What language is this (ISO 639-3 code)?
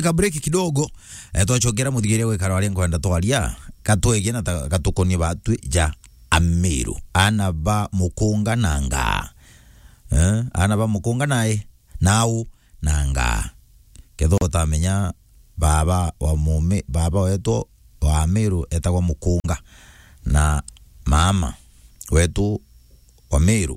mer